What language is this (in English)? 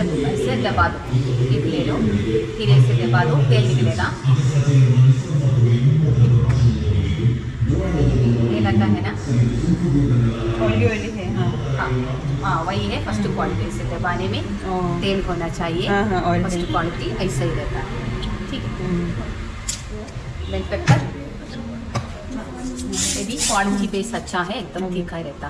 Hindi